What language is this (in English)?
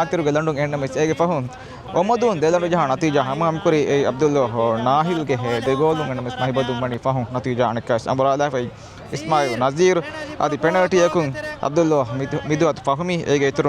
Divehi